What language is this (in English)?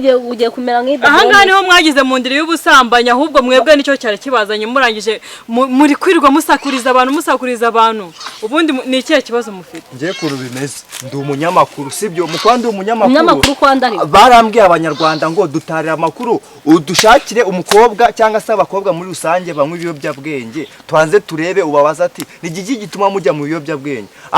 Kinyarwanda